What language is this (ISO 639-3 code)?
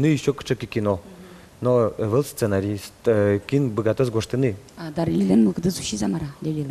udm